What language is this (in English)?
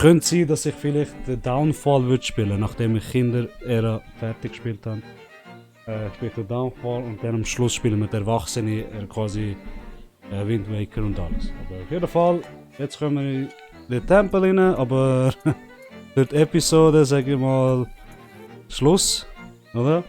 Swiss German